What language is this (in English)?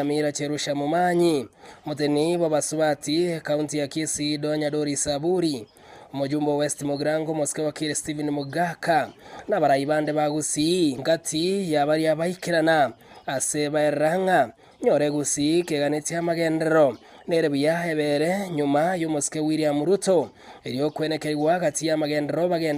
Gusii